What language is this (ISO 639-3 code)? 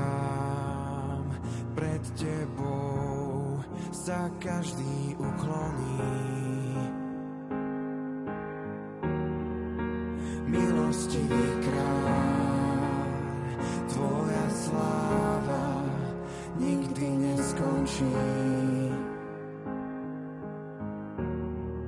slk